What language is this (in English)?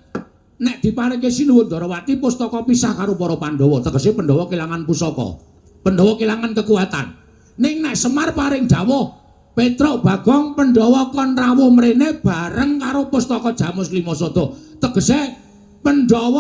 Javanese